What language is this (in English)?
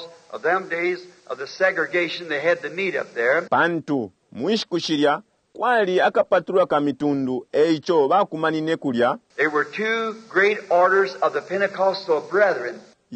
Bemba